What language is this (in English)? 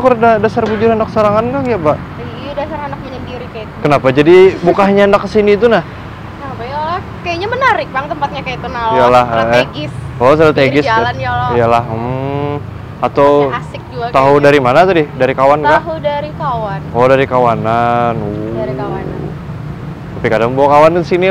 Banjar